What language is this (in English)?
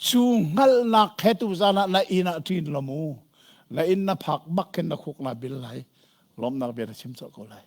Hakha Chin